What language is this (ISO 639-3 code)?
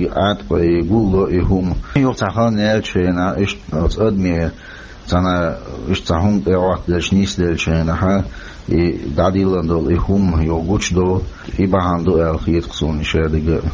che